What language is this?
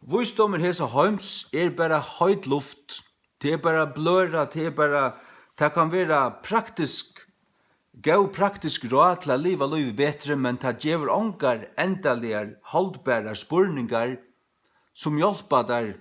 Faroese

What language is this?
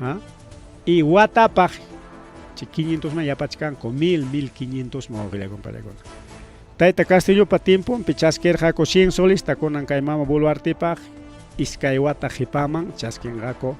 Ayacucho Quechua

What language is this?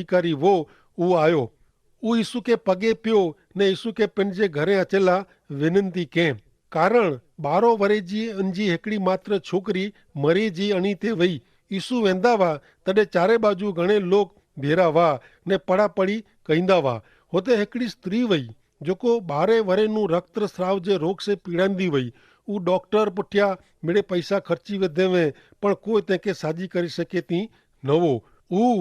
Kachhi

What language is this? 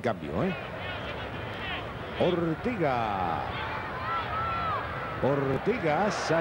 Spanish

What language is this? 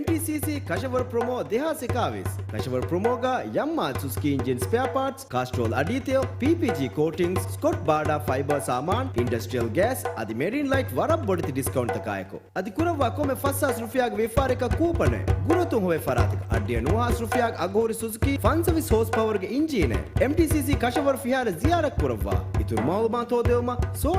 Divehi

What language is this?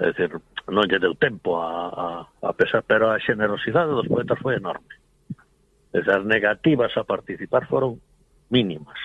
Galician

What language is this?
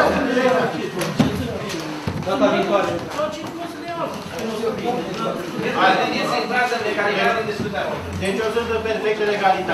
Romanian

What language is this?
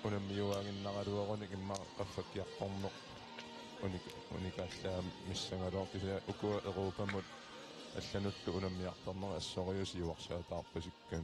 Kalaallisut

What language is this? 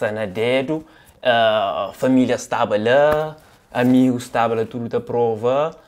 Kabuverdianu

